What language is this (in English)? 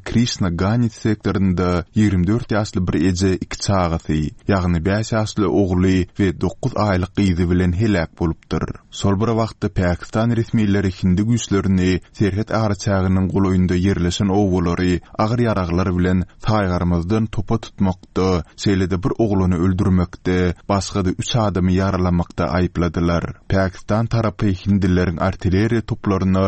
Turkmen